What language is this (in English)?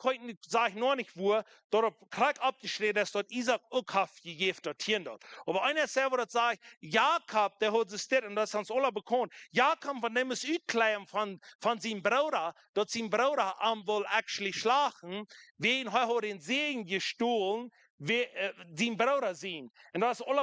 Plautdietsch